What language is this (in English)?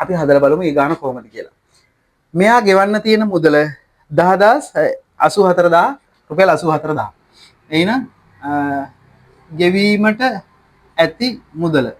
Sinhala